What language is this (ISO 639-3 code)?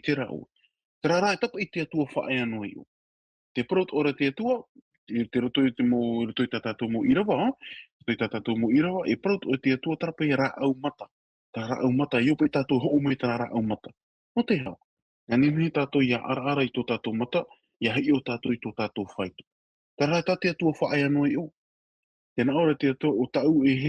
tah